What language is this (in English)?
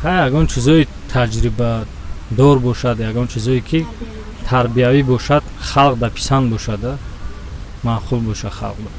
Tajik